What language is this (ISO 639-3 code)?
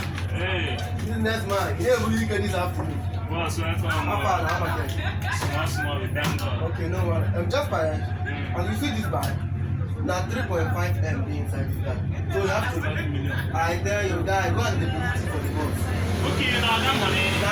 pcm